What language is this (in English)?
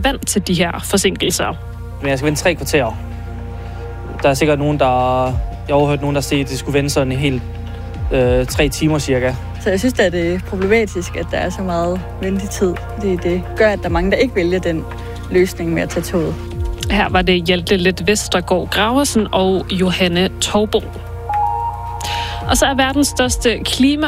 Danish